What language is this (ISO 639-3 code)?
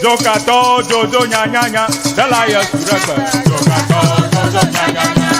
ewe